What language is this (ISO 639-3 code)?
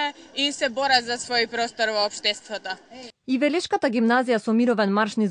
mkd